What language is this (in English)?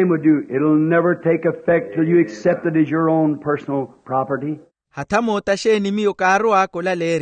Makhuwa